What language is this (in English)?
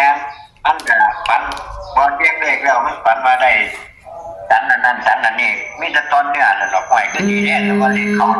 Northeastern Thai